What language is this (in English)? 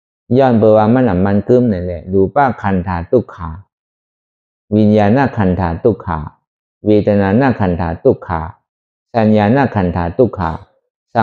Shan